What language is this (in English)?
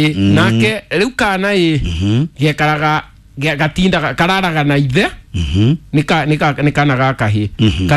Kikuyu